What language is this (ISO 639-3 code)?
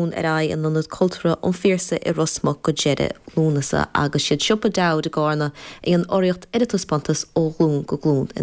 gle